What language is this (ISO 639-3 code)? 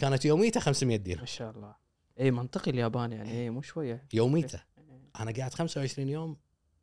afb